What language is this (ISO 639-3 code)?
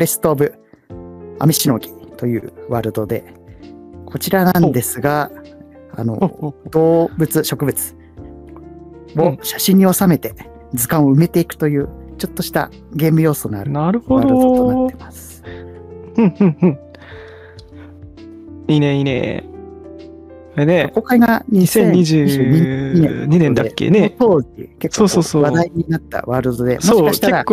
jpn